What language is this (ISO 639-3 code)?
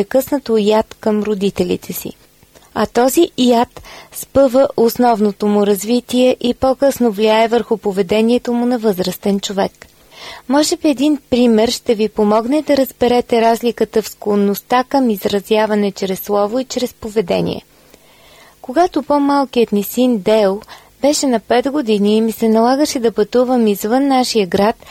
bul